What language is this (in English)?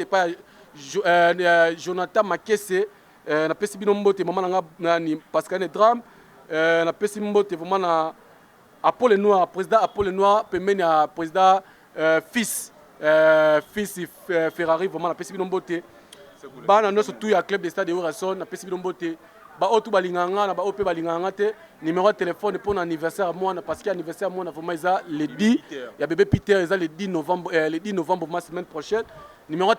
Lingala